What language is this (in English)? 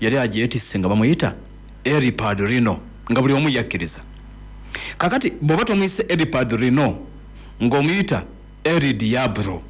Ganda